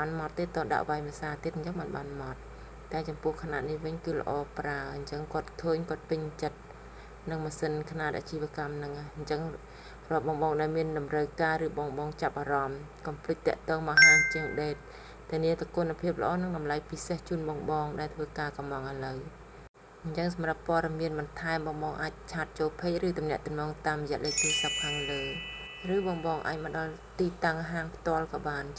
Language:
Khmer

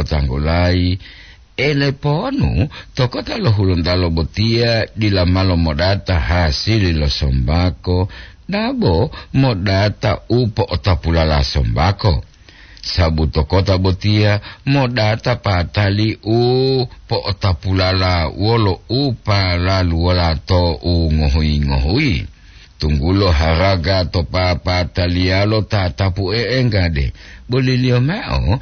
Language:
Gorontalo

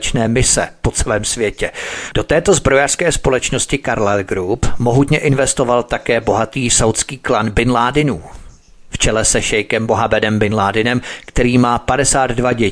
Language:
Czech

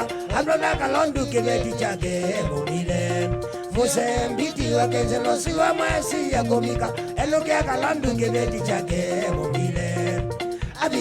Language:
Kamba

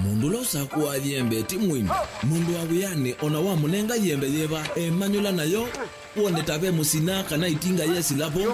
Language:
Kamba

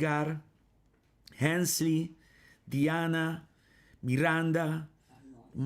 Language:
Papiamento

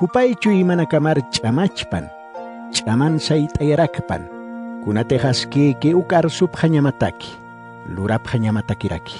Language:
Aymara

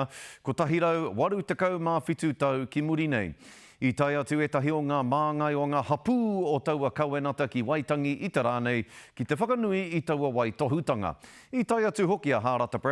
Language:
Māori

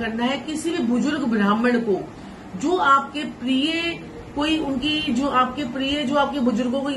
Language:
Hindi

